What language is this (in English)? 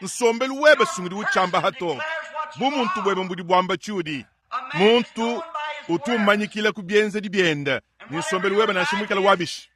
Luba-Lulua